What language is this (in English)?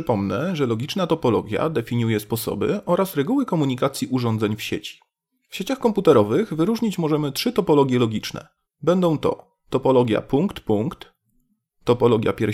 Polish